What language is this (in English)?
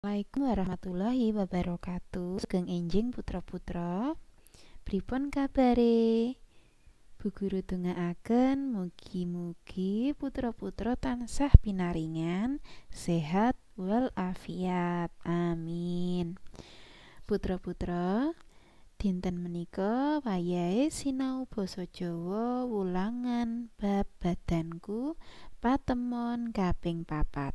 Javanese